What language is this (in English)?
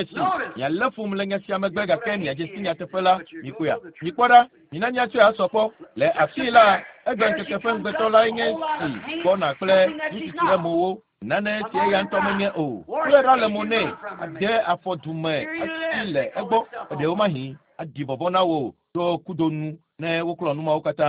Ewe